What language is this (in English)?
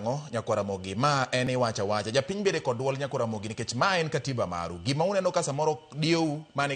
Luo (Kenya and Tanzania)